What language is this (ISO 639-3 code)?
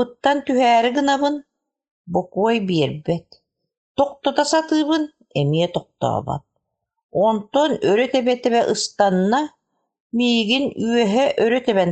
sah